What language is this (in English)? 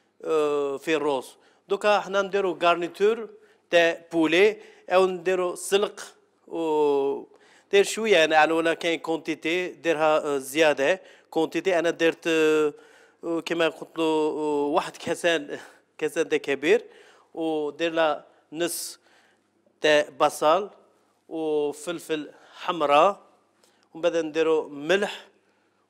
Algerian Arabic